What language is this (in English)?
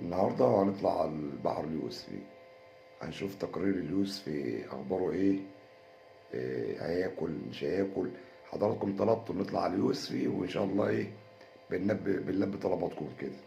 Egyptian Arabic